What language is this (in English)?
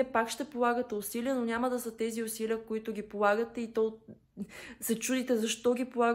Bulgarian